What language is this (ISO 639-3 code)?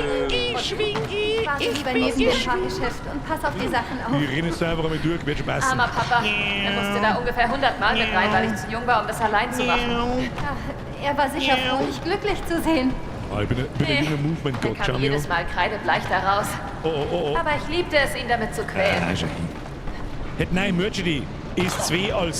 bar